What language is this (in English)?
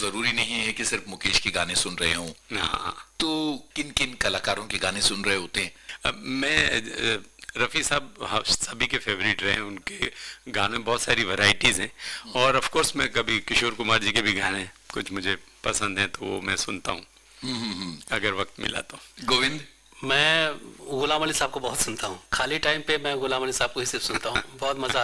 Hindi